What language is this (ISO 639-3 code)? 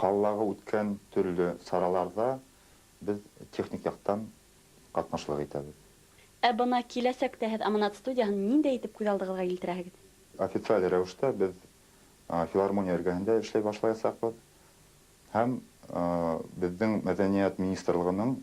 bak